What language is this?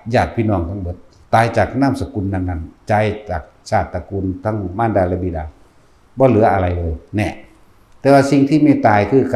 Northeastern Thai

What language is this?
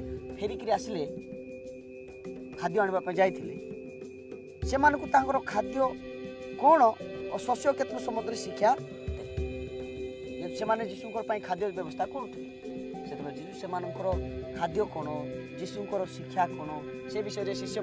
Odia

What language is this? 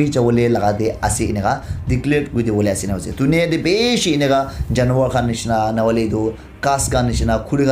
Naga Pidgin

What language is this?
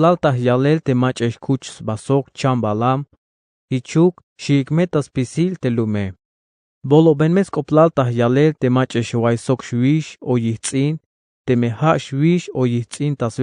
Tzeltal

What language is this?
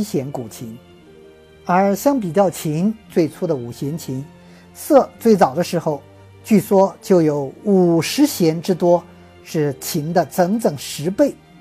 Chinese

